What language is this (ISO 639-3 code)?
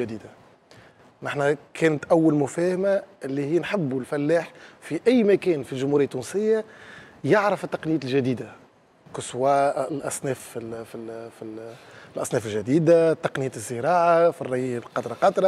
aeb